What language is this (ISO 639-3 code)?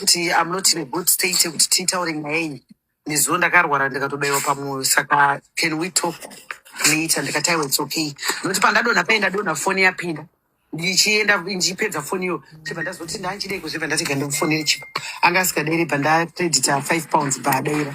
sna